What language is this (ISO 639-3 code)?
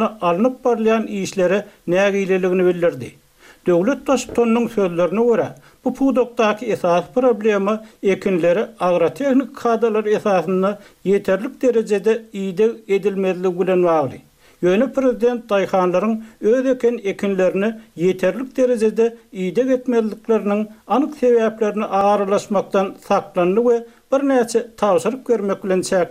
tuk